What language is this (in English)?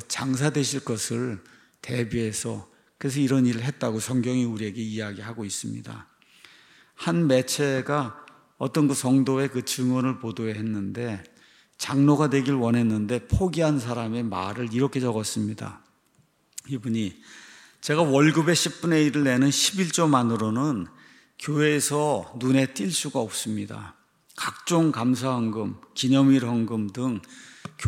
Korean